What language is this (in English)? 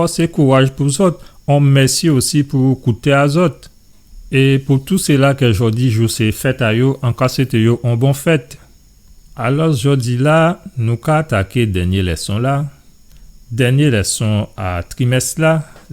Guadeloupean Creole French